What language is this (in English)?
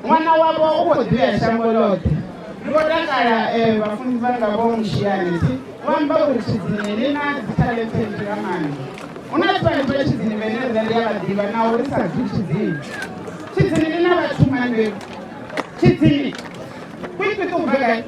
Venda